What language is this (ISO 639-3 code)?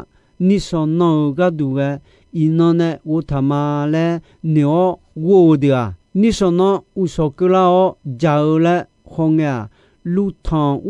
ahk